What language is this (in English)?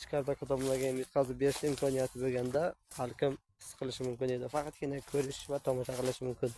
Uzbek